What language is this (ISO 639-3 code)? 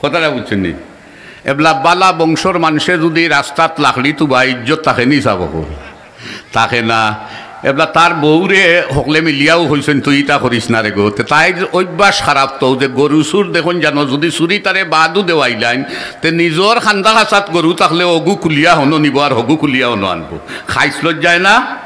syl